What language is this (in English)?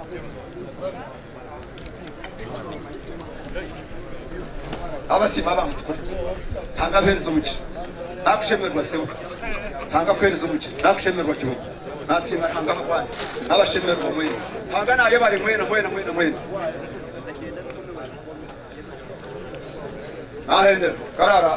Kinyarwanda